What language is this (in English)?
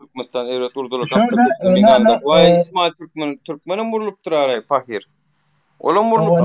Turkmen